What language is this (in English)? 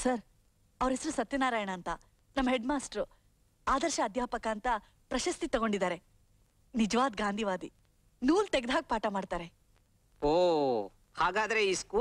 Kannada